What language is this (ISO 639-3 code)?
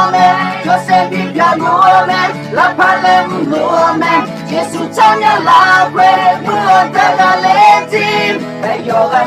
ahk